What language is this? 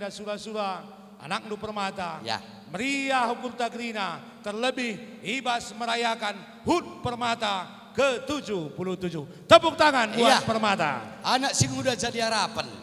Batak Karo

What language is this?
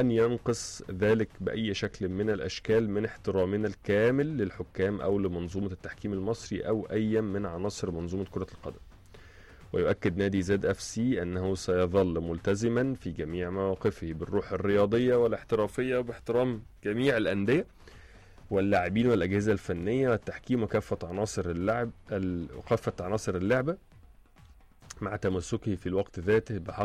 Arabic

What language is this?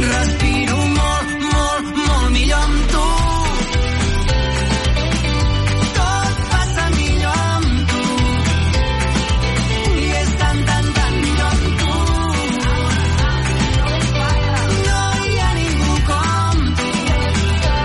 Catalan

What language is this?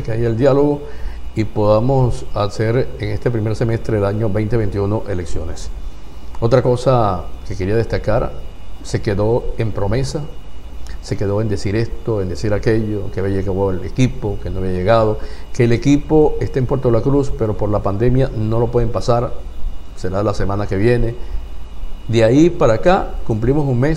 Spanish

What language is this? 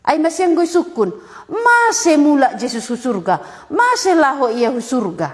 Batak Simalungun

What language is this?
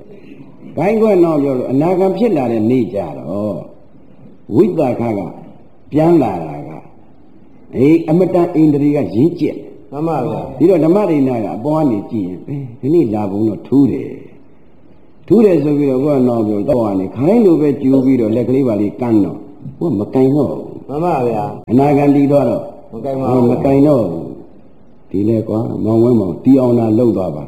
Burmese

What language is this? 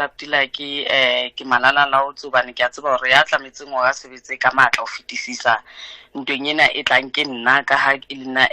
Southern Sotho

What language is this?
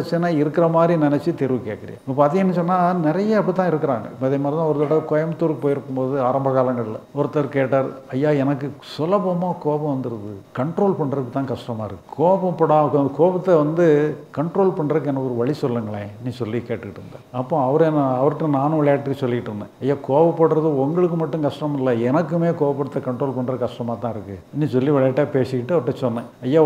Tamil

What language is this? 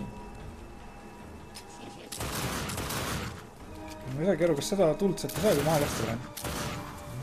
Estonian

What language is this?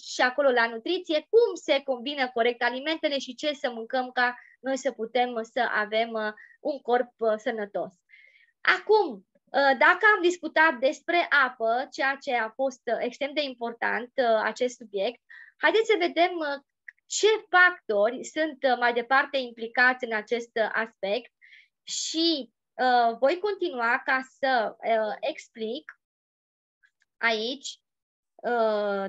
Romanian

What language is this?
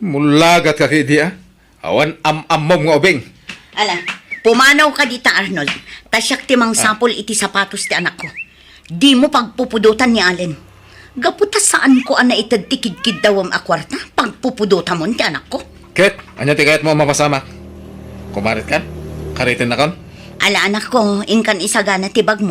Iloko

